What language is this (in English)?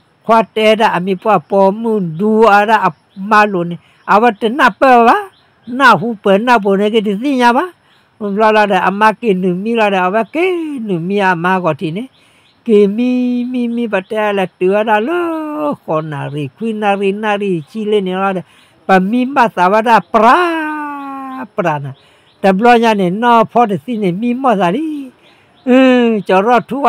S'gaw Karen